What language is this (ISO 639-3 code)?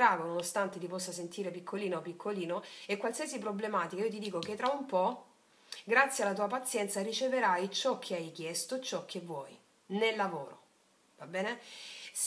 ita